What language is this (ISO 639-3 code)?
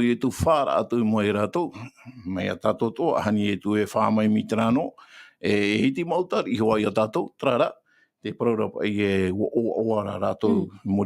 tah